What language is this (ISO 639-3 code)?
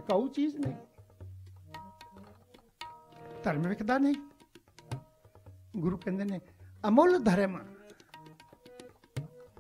pan